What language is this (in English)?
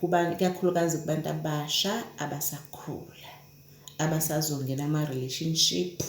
Zulu